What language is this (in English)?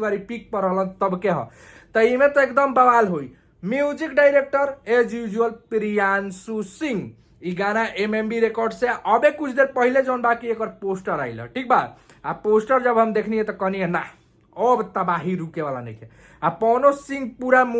Bhojpuri